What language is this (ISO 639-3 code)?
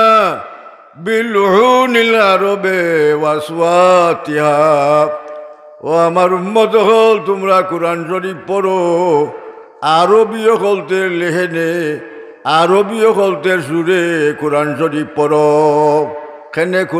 syl